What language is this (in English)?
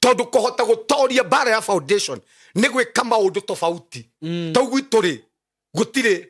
Kikuyu